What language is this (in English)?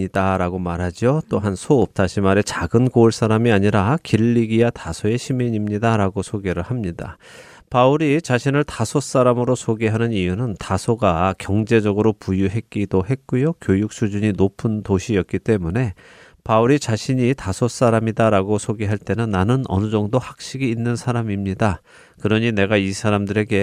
Korean